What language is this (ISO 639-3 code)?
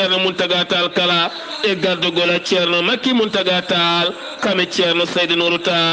ful